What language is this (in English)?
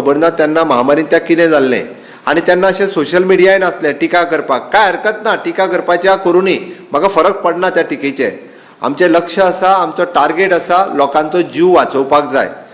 Konkani